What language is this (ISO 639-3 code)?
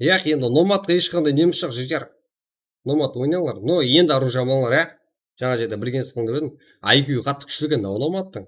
kaa